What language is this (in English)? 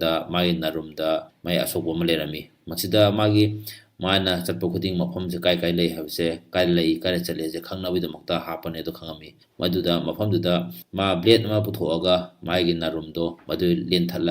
Manipuri